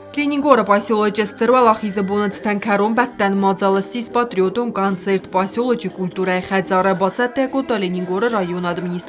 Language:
Ossetic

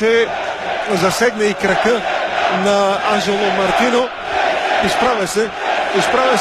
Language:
Bulgarian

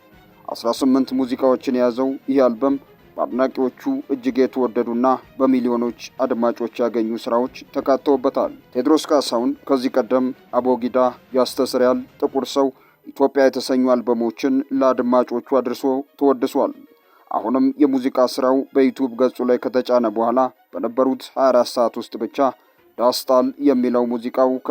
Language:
Amharic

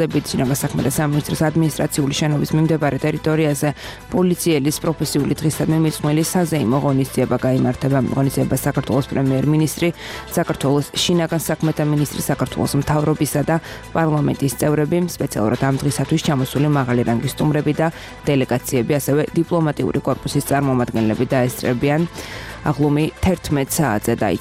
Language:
Georgian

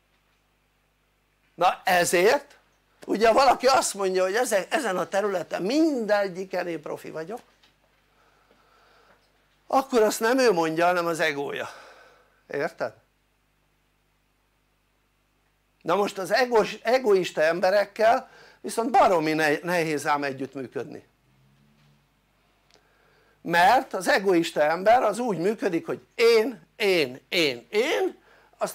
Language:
Hungarian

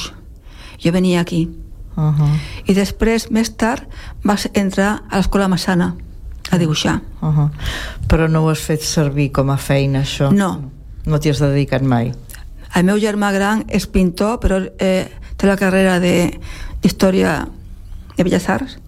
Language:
Catalan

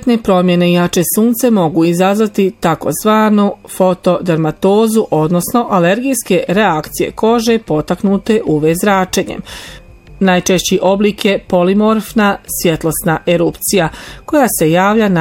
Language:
Bosnian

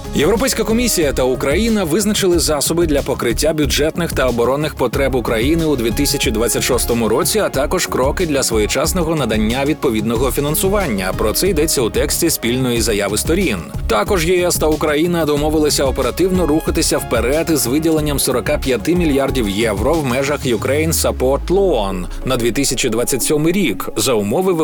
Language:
Ukrainian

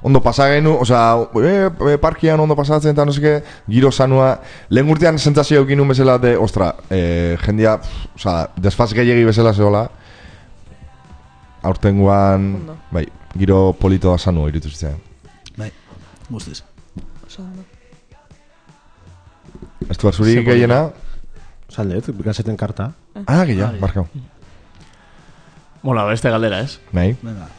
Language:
Basque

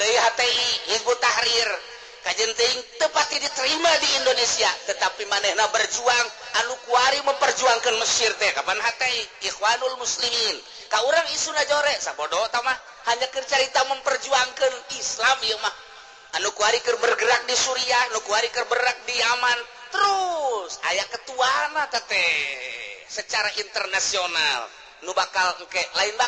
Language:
Sundanese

